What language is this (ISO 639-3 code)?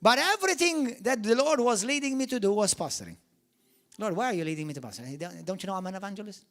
eng